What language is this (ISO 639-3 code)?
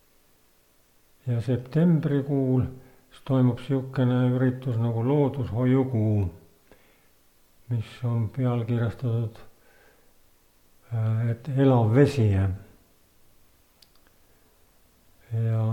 est